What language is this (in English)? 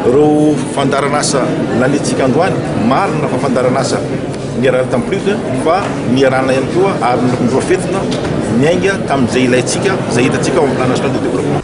Malagasy